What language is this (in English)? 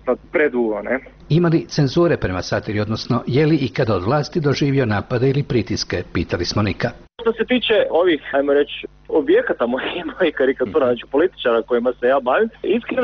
Croatian